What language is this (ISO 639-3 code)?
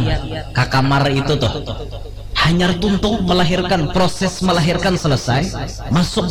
bjn